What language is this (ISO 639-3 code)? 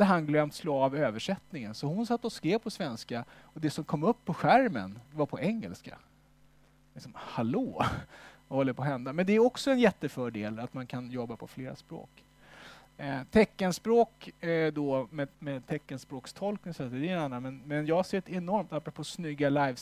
swe